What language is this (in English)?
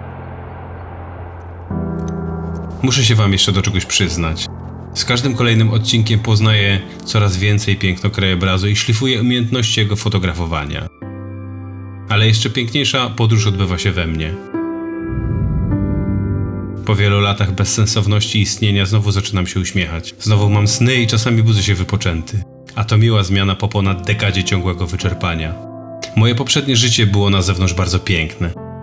Polish